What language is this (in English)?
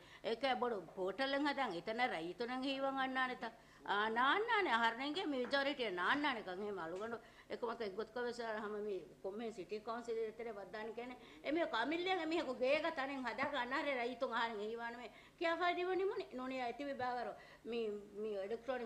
Divehi